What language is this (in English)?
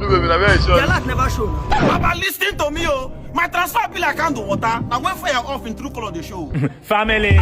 Nigerian Pidgin